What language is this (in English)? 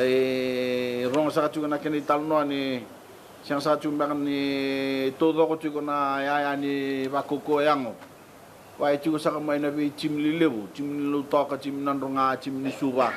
Fijian